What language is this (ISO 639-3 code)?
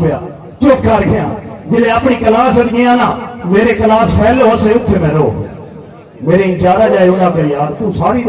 skr